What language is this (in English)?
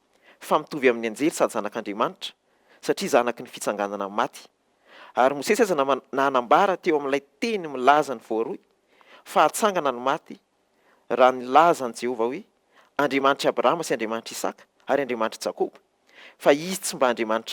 Malagasy